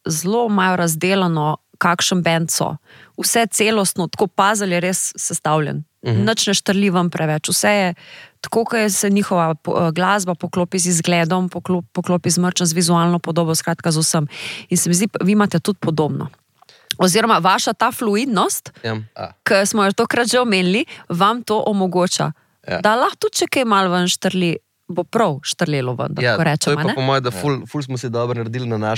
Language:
Slovenian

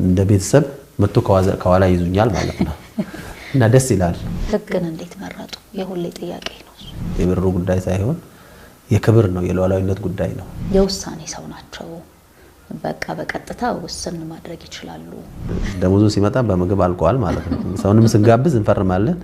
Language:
Amharic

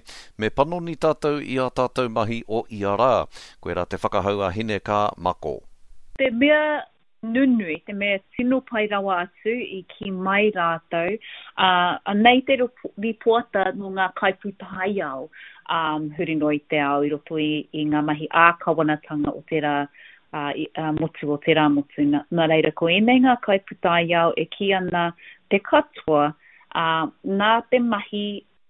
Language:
Māori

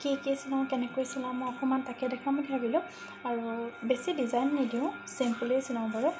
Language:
Assamese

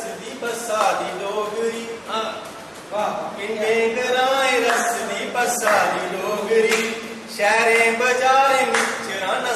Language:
Dogri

